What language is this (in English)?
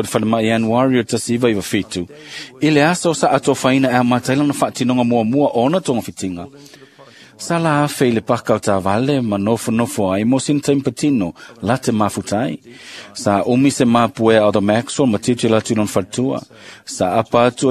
Samoan